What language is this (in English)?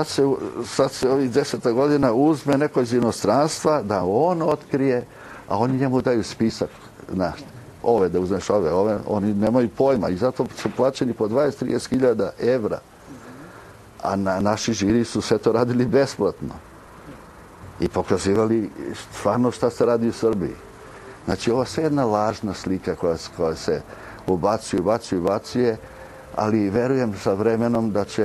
Serbian